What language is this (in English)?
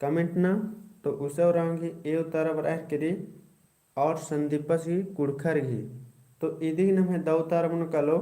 Kurukh